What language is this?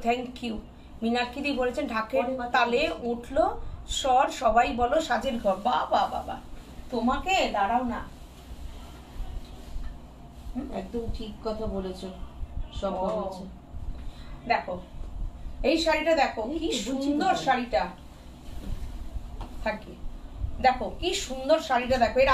Bangla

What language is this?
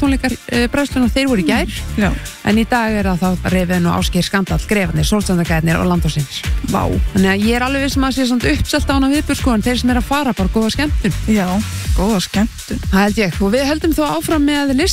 Icelandic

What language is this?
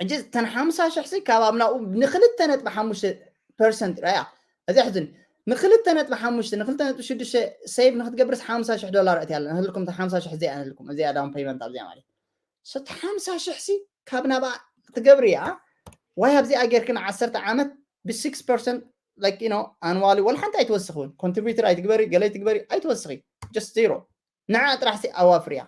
Tigrinya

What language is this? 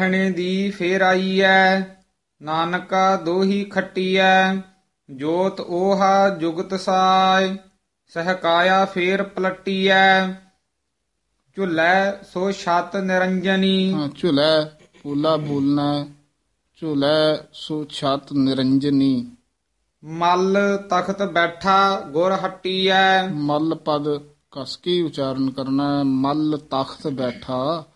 Punjabi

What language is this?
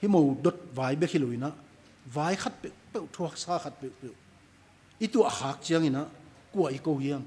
Tedim Chin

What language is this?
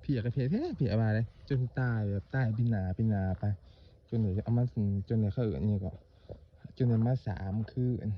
Lao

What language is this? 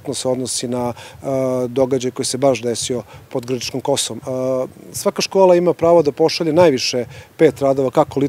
Serbian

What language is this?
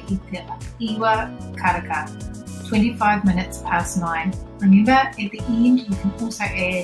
Māori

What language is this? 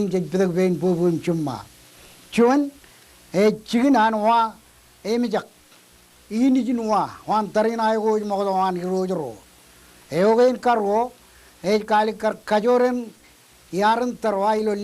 Marshallese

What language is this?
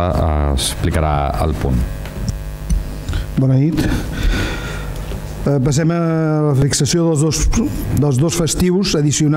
Catalan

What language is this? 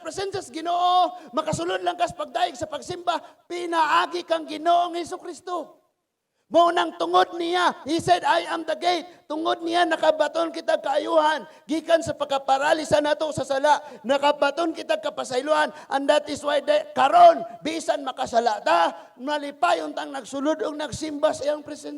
Cebuano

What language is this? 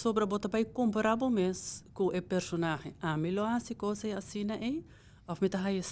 Papiamento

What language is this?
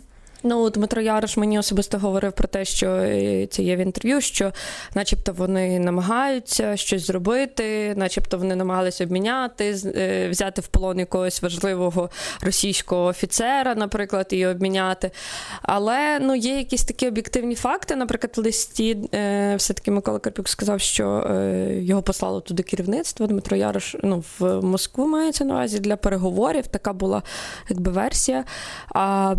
Ukrainian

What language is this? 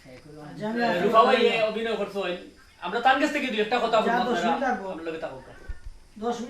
Sylheti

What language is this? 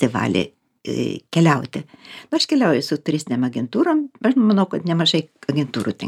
Lithuanian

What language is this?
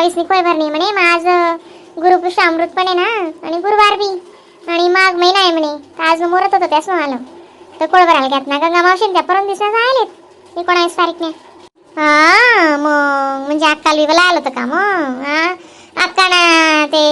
Khandesi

